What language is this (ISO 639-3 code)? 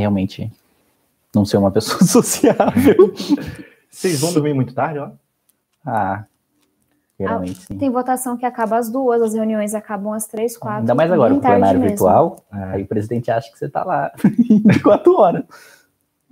por